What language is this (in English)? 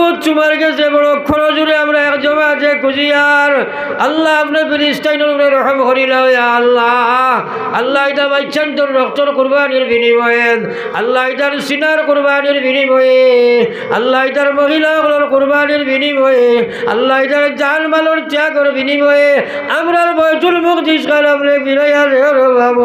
Sylheti